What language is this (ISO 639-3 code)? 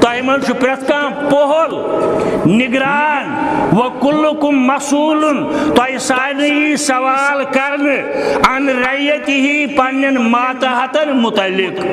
kas